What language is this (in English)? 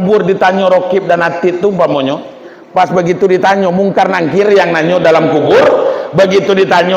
Minangkabau